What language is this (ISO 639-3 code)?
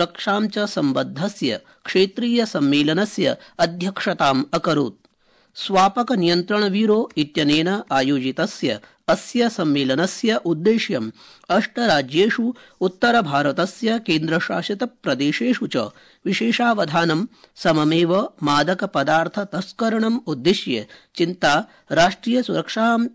san